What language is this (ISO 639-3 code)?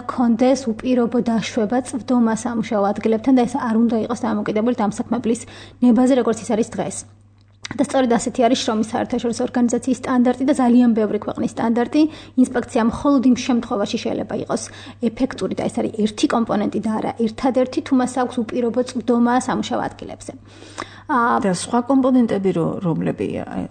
kat